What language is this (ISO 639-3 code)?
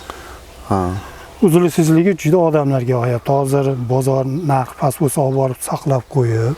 uzb